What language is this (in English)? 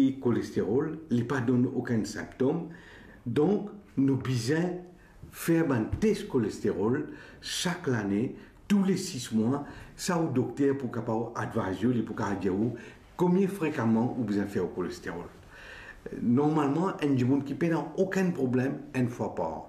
Morisyen